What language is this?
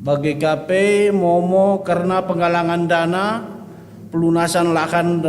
Batak Karo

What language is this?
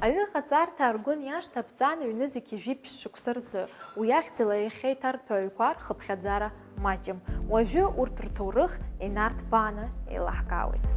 Abkhazian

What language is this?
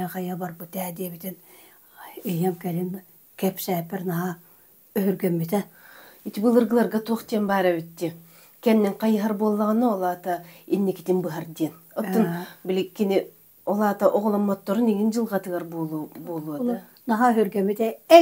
Yakut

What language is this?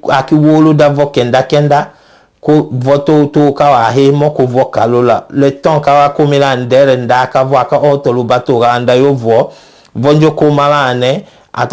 Tetela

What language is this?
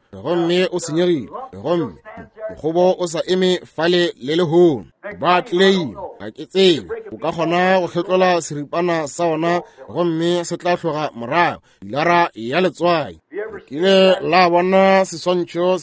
Northern Sotho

